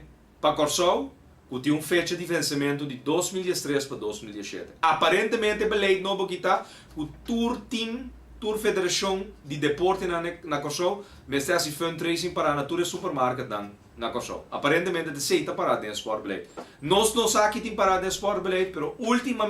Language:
Papiamento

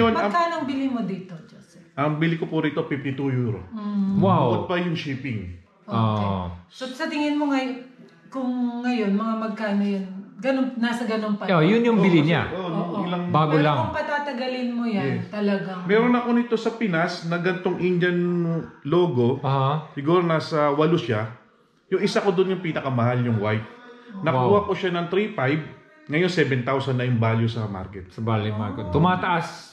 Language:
Filipino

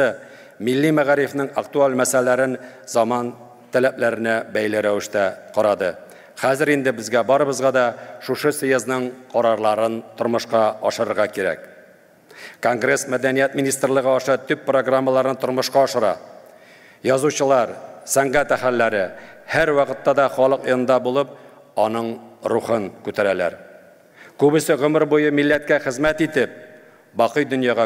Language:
Tatar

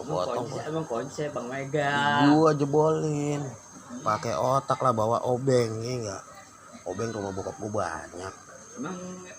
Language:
Betawi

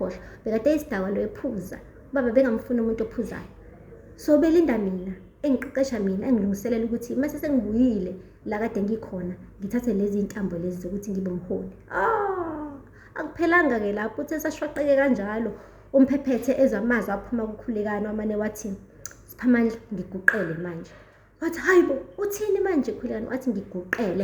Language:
Zulu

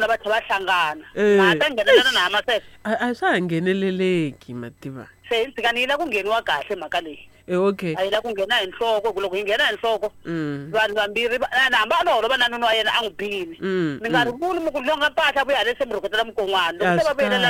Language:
Tsonga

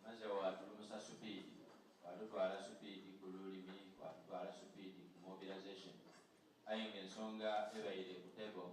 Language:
Soga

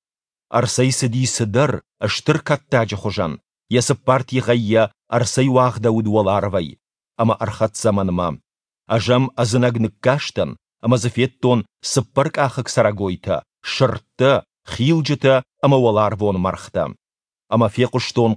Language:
Ossetic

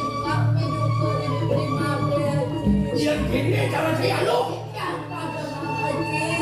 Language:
Balinese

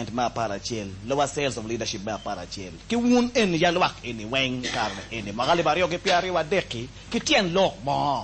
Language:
Acoli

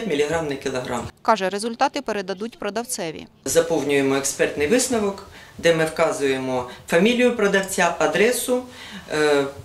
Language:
Ukrainian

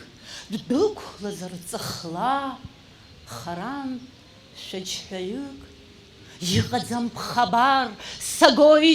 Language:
Abkhazian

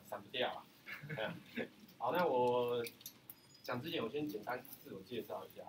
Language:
Chinese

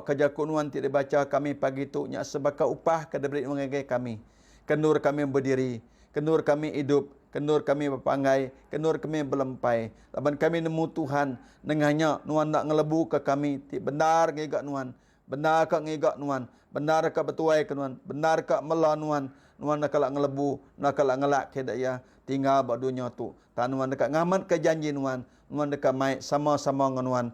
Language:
Iban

